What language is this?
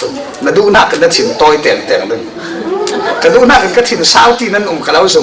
Falam Chin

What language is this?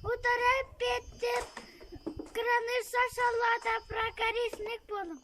Yakut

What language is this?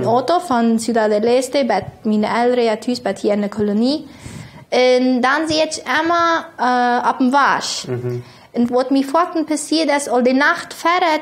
Plautdietsch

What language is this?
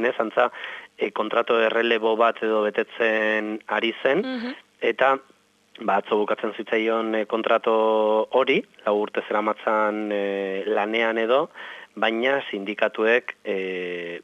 Basque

